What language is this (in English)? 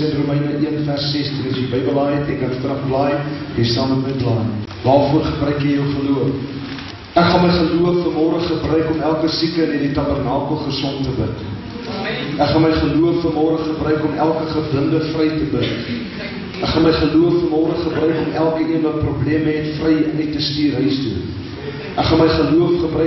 Afrikaans